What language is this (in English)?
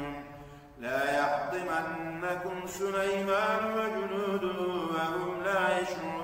Arabic